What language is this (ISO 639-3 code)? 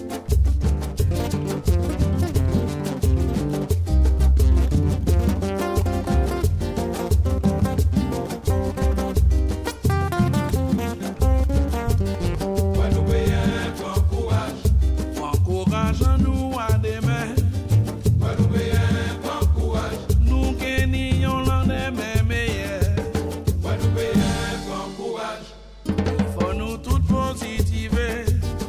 ces